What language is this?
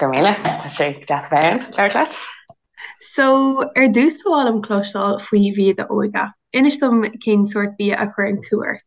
Irish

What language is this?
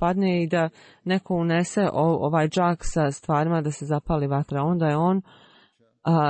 Bosnian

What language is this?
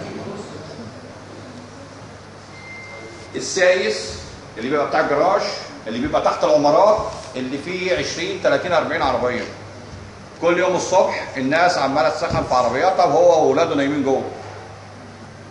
Egyptian Arabic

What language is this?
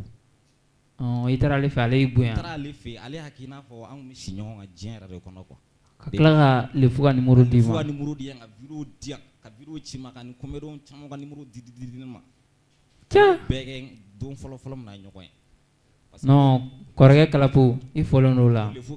Bambara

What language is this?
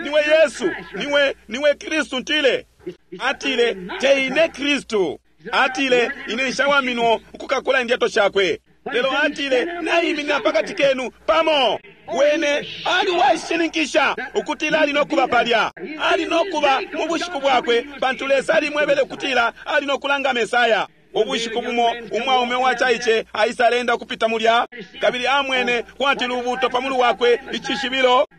Bemba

